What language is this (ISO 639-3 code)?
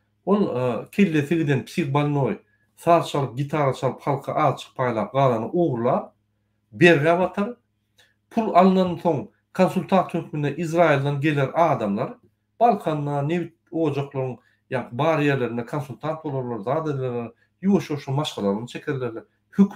tuk